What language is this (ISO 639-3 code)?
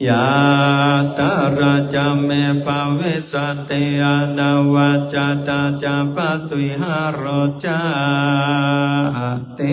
pli